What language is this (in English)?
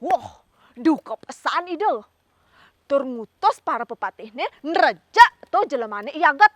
Balinese